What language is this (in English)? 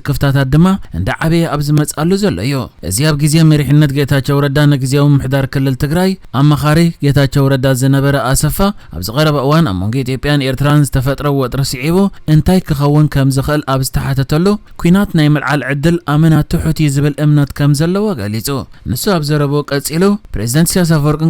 Tigrinya